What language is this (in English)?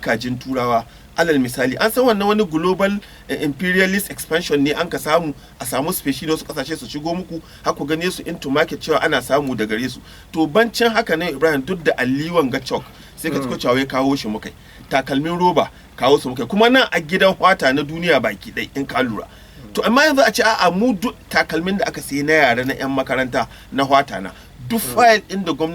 Hausa